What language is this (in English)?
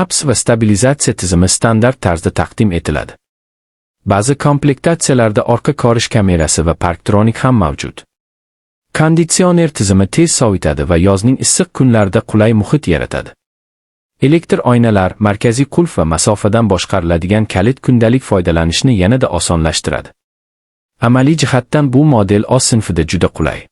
Uzbek